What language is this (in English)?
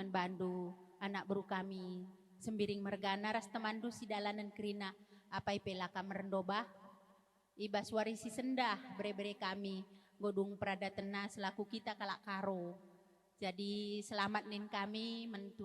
Batak Karo